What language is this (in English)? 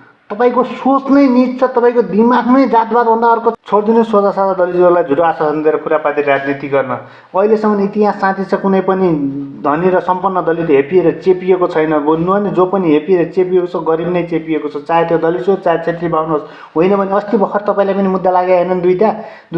Nepali